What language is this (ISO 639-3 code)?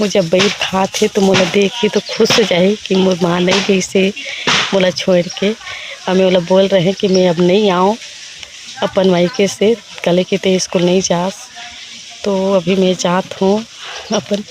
hne